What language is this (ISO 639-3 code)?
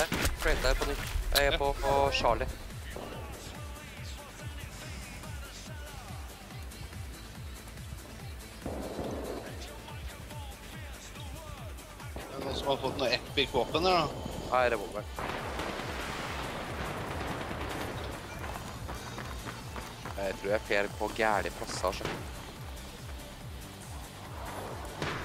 nor